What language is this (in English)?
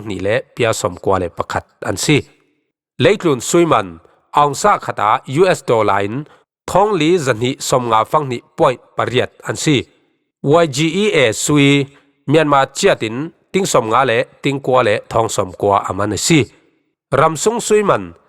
Falam Chin